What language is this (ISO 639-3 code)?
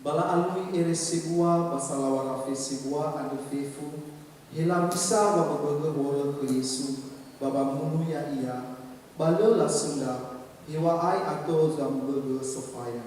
nia